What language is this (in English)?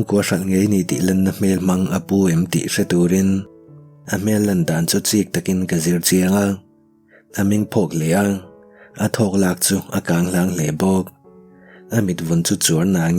Mizo